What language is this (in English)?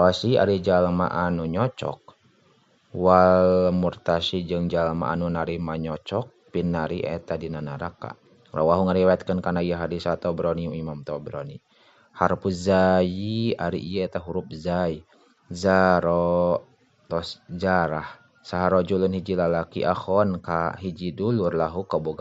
Sundanese